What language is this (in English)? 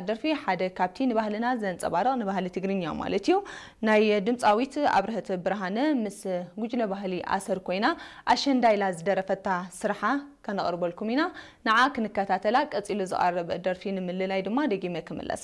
Tigrinya